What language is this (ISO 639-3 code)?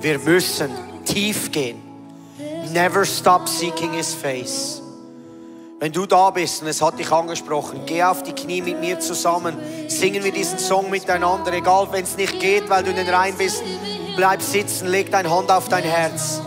gsw